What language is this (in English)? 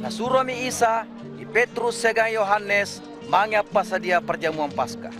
Makasar